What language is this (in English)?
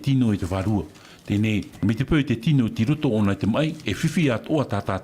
Tahitian